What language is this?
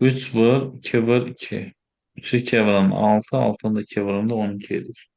Azerbaijani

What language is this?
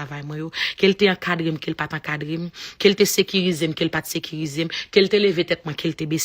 Haitian Creole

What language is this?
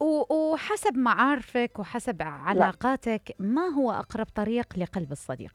Mesopotamian Arabic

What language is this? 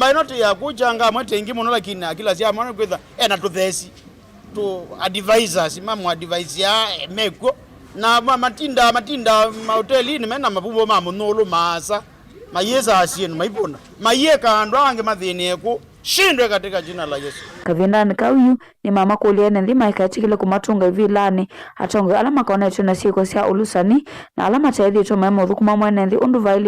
Kamba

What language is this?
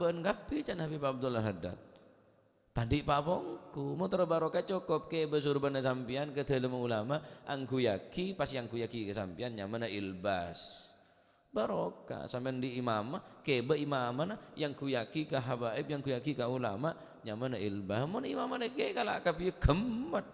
Madurese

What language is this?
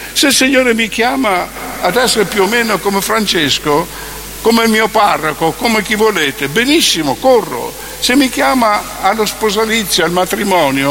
Italian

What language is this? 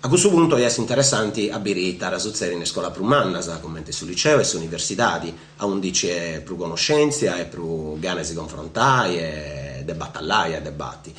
Sardinian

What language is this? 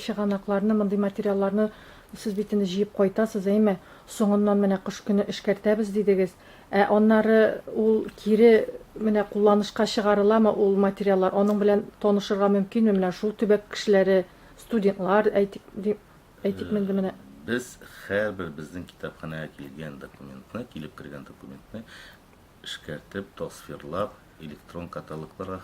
Tatar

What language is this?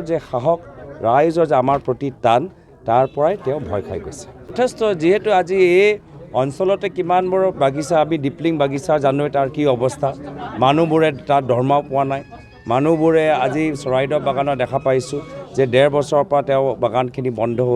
Assamese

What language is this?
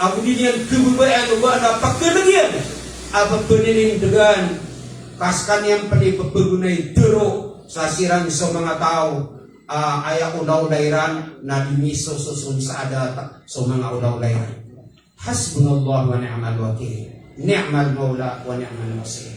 Maranao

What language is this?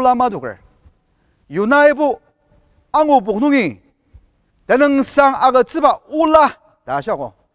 Ao Naga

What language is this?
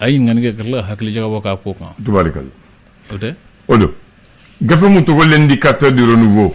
Bambara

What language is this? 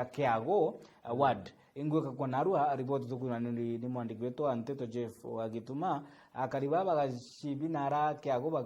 Meru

